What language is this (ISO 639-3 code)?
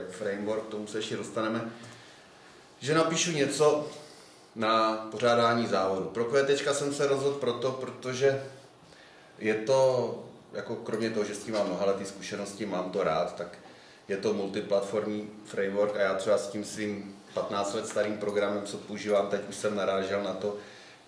ces